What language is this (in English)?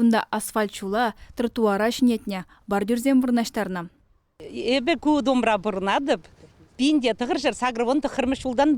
Chuvash